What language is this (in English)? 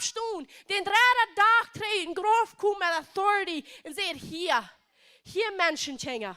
Plautdietsch